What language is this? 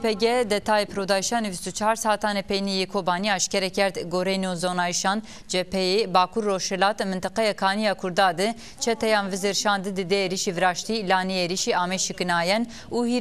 Zaza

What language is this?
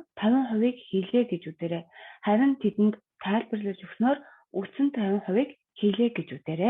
Mongolian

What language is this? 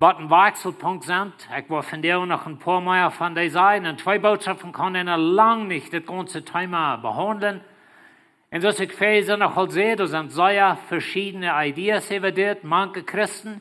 Plautdietsch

